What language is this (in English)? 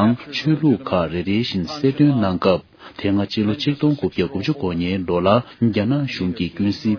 Tibetan